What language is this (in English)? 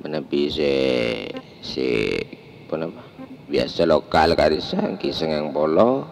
Madurese